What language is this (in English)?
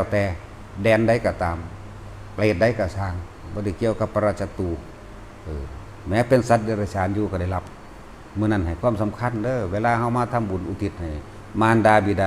Northeastern Thai